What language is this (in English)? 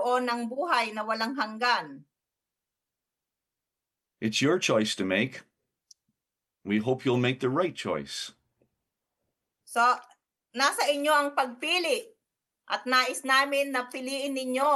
Filipino